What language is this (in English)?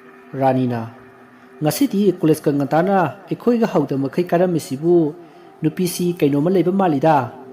Manipuri